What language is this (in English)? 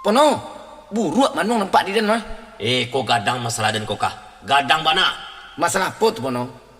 Minangkabau